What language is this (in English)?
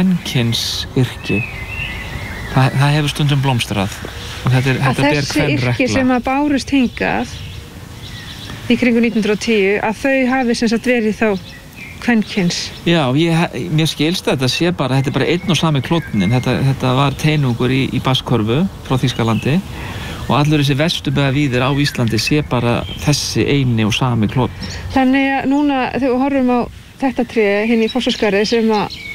Icelandic